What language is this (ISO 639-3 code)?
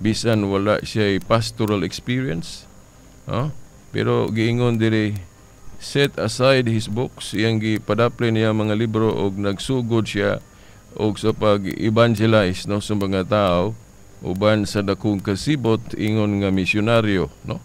ceb